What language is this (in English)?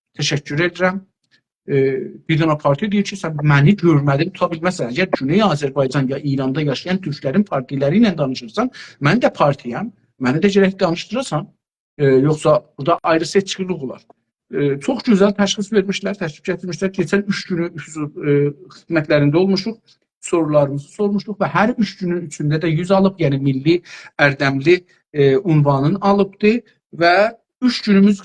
South Azerbaijani